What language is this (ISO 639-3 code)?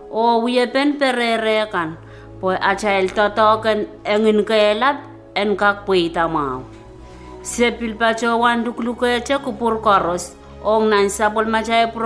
pon